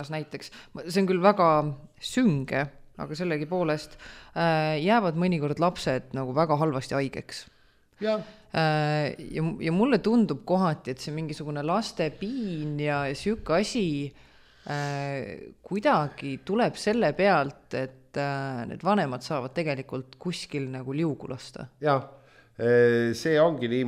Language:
Estonian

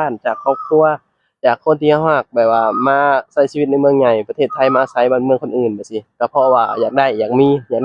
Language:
Lao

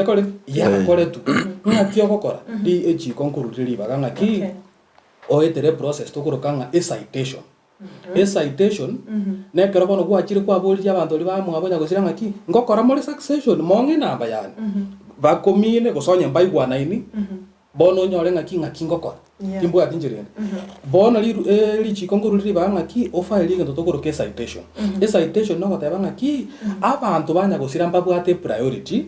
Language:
Gusii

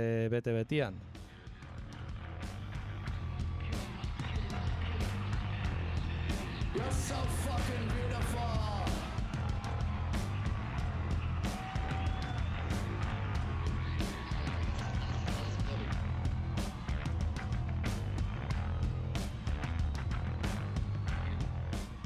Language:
Basque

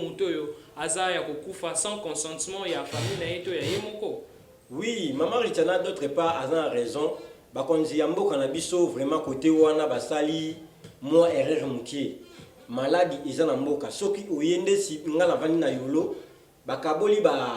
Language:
Lingala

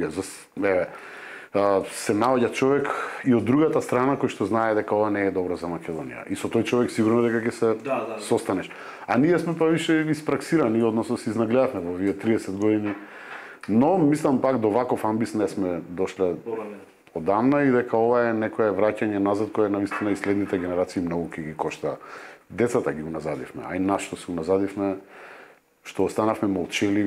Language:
Macedonian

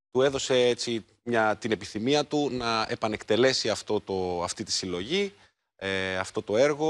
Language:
Greek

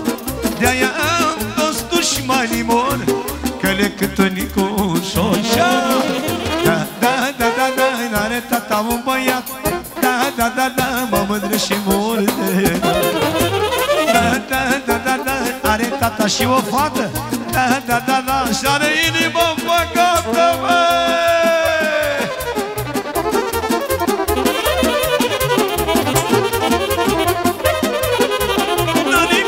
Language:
Romanian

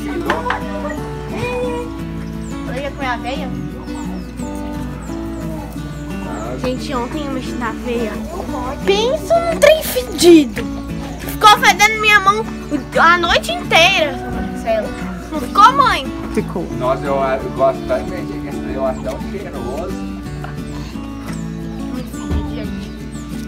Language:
Portuguese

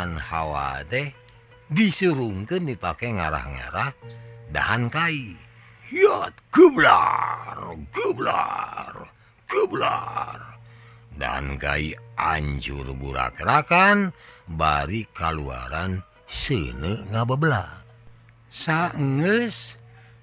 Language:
Sundanese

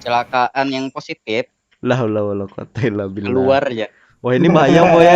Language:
Banjar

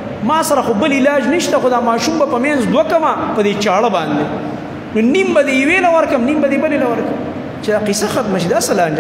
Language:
Pashto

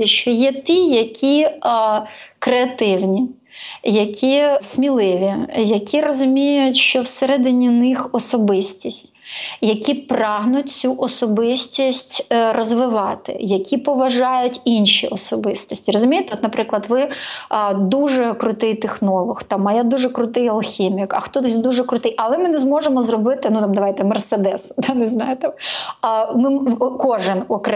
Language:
Ukrainian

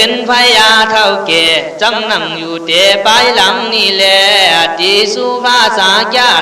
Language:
Khün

